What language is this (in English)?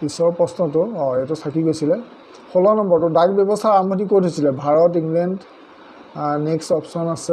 Assamese